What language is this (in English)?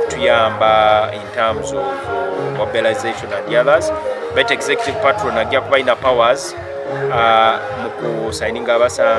Nyankole